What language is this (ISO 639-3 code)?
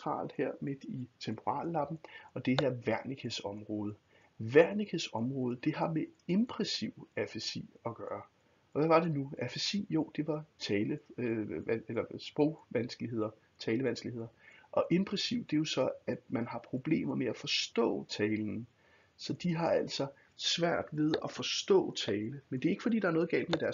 dan